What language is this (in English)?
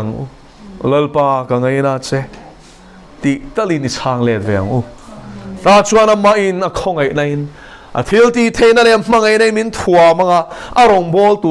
Mizo